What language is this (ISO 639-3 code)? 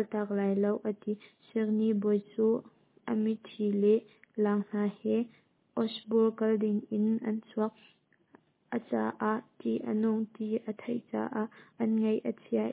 cnh